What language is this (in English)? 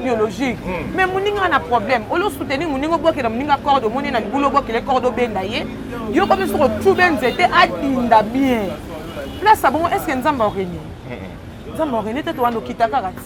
Lingala